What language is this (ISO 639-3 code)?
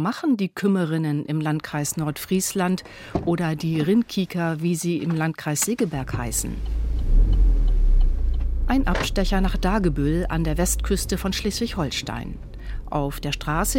deu